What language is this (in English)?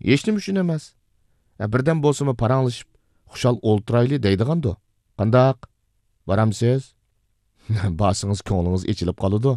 Uyghur